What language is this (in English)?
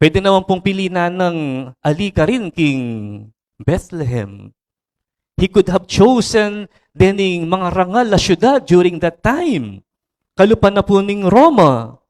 Pampanga